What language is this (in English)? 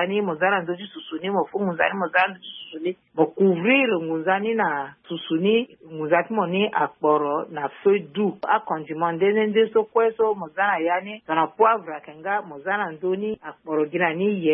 Sango